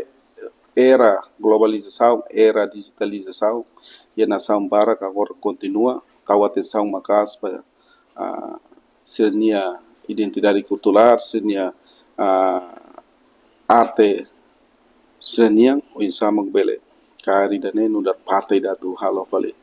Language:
Tetum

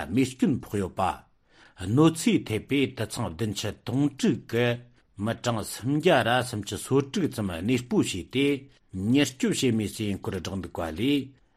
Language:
Tibetan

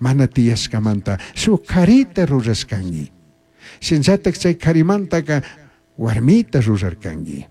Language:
Chimborazo Highland Quichua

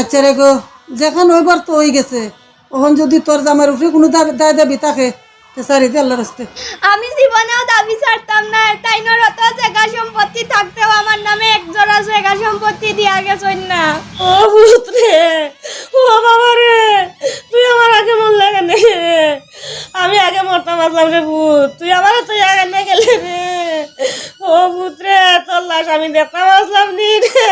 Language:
Sylheti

